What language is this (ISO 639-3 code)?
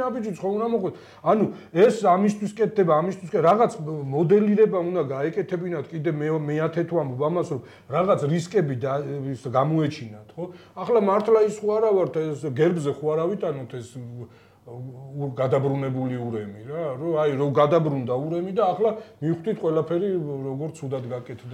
kat